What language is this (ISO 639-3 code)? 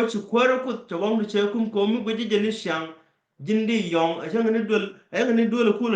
nus